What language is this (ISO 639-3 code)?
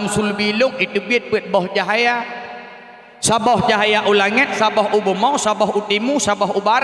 ace